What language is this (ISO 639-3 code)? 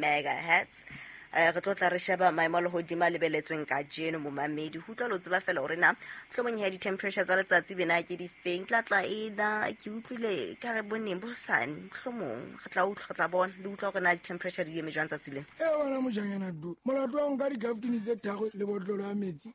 sot